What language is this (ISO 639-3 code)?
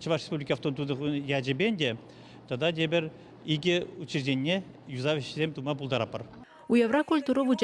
chv